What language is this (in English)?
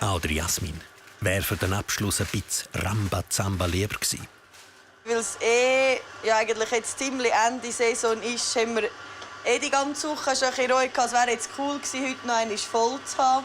Swiss German